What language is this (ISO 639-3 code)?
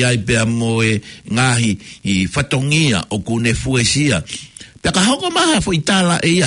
ton